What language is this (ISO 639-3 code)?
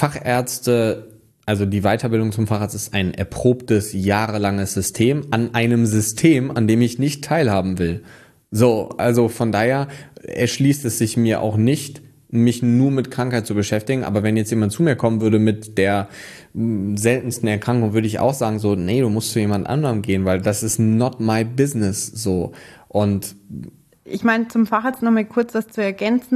deu